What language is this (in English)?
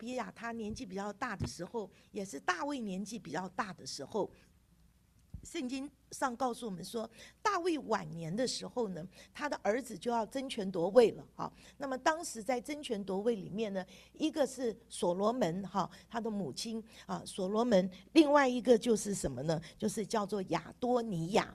Chinese